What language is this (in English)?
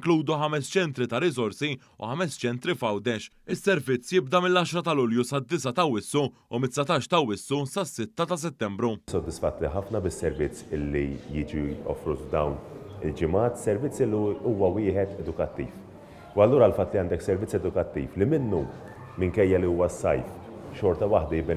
Maltese